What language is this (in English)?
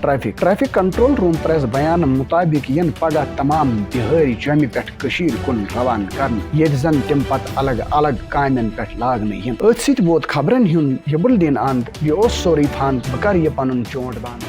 Kashmiri